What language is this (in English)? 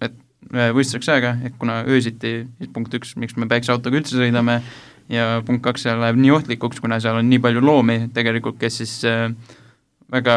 Estonian